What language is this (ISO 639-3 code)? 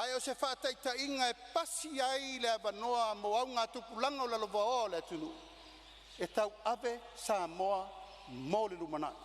smo